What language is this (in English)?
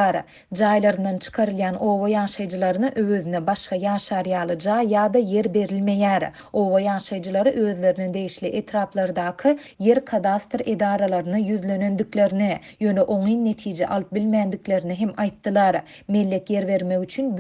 Turkmen